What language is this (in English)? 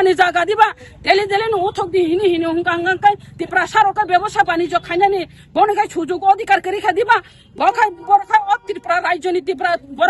Kok Borok